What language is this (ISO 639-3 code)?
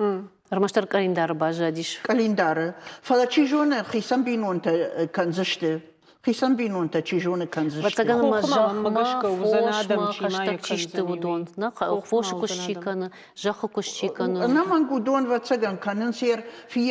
oss